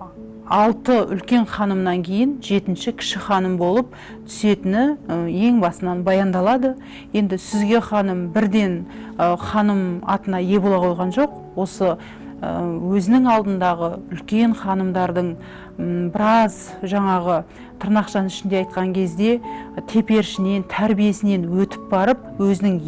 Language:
Kazakh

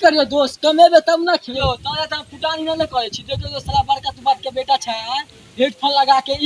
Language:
Maithili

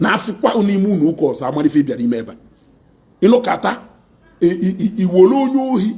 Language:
Igbo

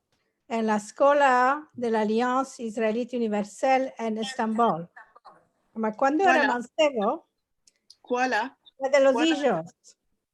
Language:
Ladino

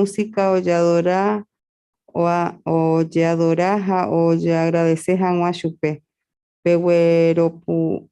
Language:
Guarani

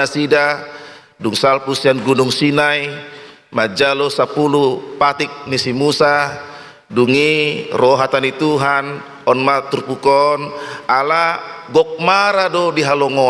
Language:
Batak Toba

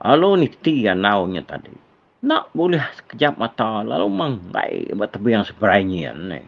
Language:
Iban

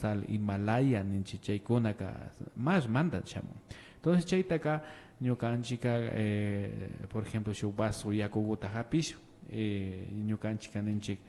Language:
Imbabura Highland Quichua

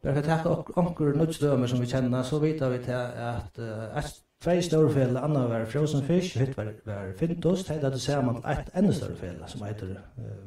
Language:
Faroese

